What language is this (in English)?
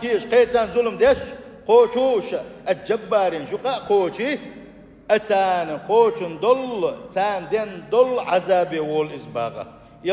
Chechen